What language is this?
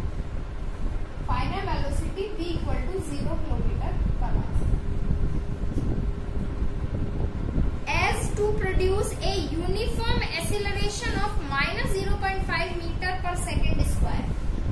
Hindi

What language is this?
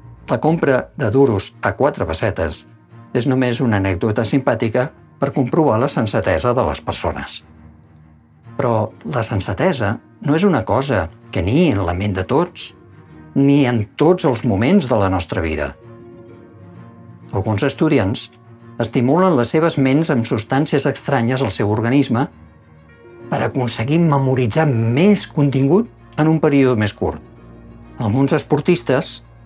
Catalan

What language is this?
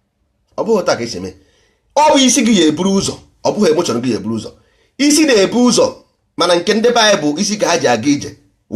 Igbo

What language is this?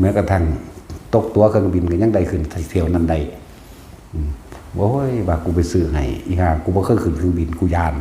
Northeastern Thai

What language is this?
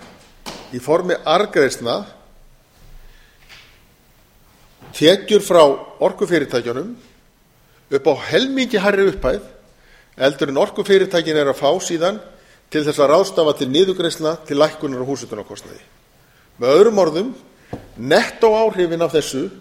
Icelandic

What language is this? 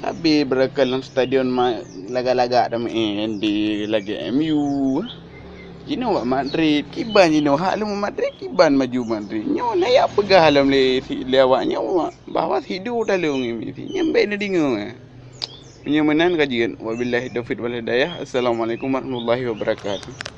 Achinese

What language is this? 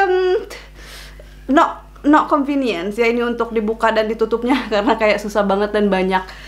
Indonesian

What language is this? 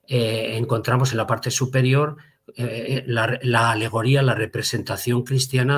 Ladino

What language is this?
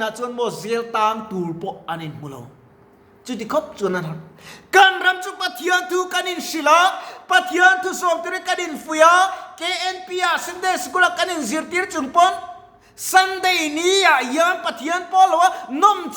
Mizo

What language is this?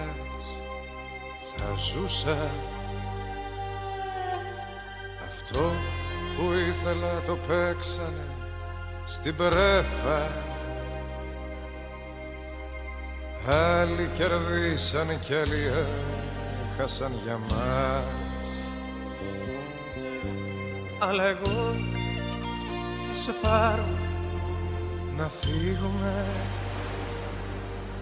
Greek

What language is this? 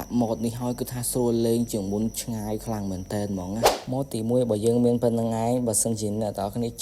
Khmer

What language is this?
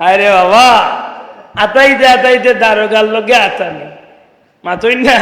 Sylheti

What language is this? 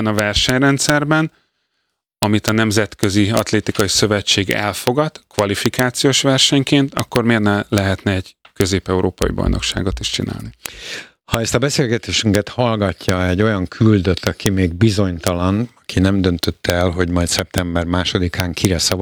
Hungarian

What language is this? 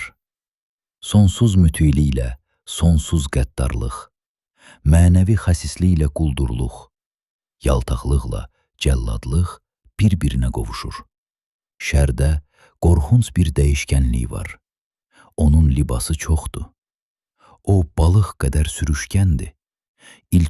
Azerbaijani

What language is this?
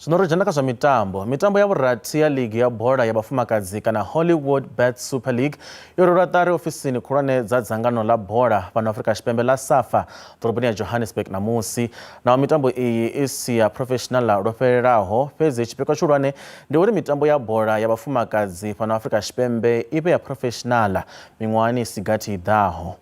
Venda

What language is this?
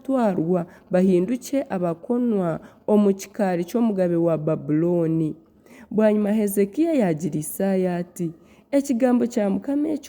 Nyankole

